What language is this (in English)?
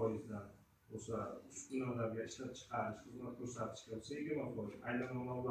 Uzbek